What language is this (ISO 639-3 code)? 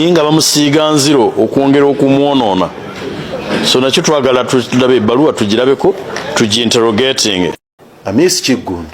lug